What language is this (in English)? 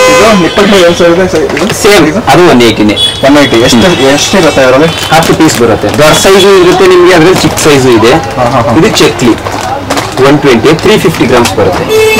Kannada